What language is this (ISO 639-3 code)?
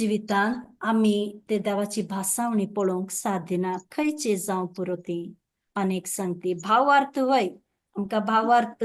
kok